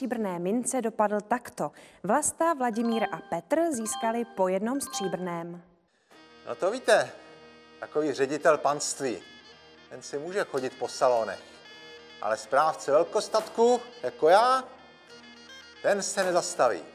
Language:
Czech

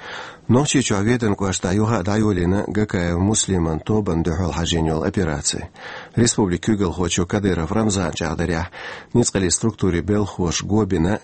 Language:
Chechen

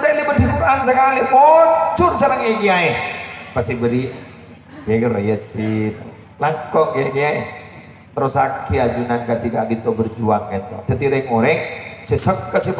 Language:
Madurese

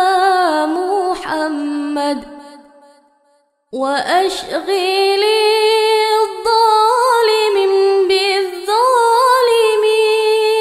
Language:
Arabic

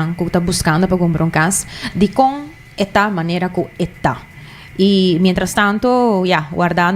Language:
Papiamento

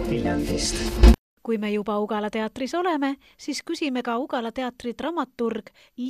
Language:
Estonian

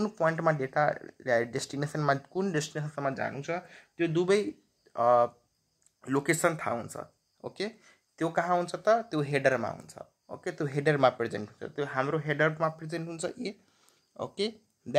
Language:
Nepali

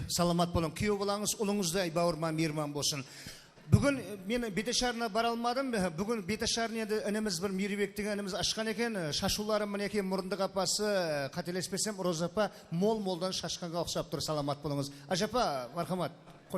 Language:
Kara-Kalpak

